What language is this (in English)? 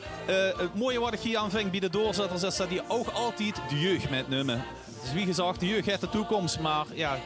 Limburgish